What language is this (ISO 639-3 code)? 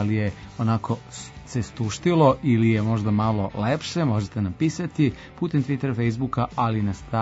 srp